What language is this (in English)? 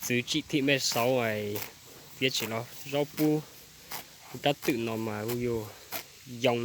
Hmong